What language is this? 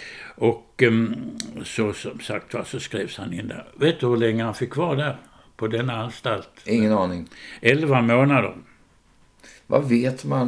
Swedish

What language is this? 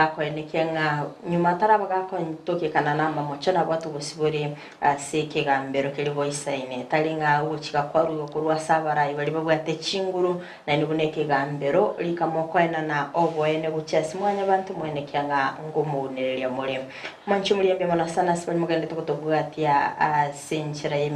Gusii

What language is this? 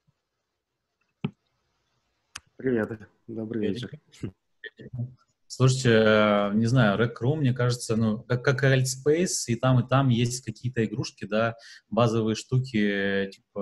Russian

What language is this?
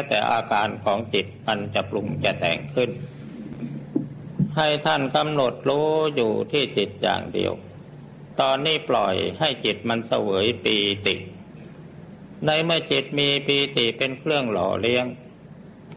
Thai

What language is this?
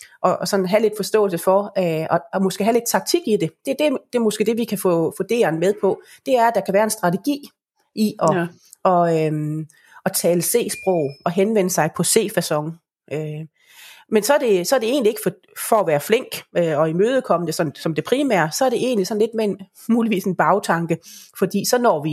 Danish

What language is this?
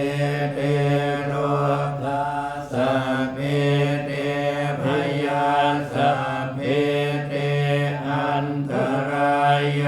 Pali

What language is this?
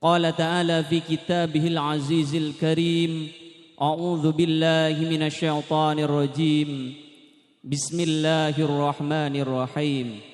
Madurese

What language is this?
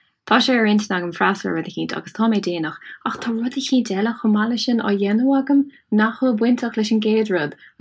Irish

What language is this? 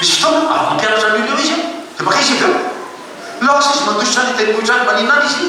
Malagasy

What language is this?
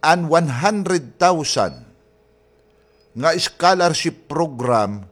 Waray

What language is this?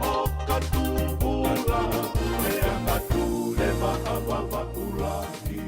Tongan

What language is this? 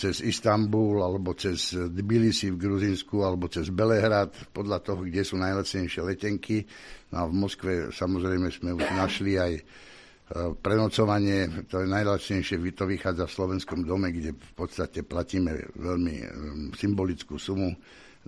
Slovak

